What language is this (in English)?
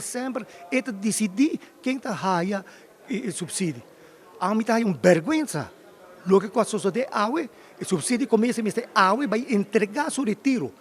Papiamento